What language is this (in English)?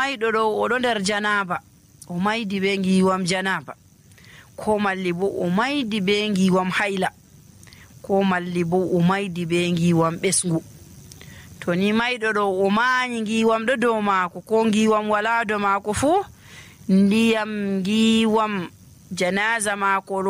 Nigerian Fulfulde